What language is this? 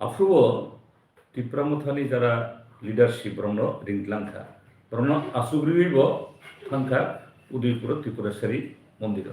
Kok Borok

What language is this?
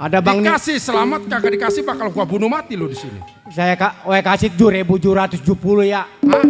Betawi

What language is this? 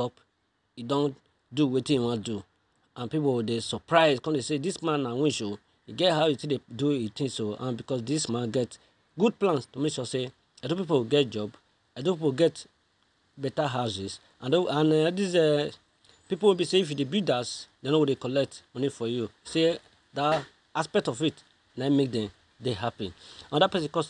Nigerian Pidgin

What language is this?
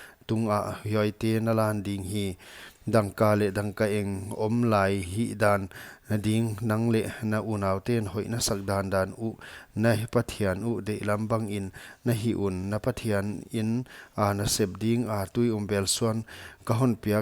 Paite Chin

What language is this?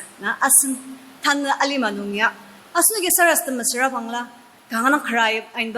Ao Naga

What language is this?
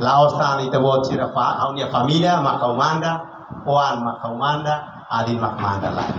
Tetum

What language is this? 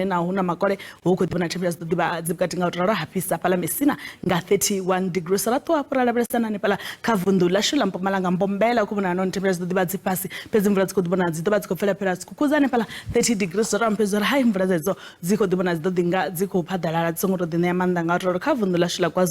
Venda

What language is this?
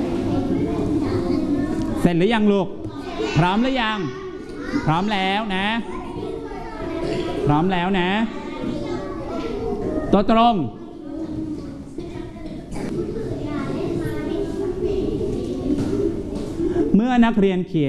Thai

